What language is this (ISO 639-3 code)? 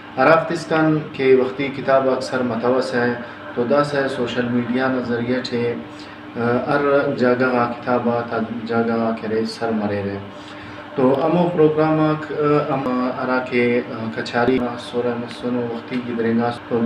brh